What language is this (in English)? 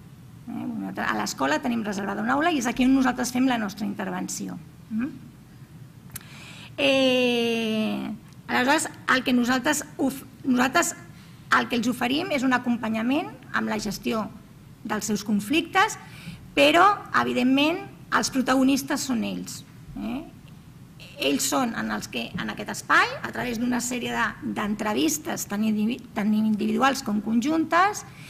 Catalan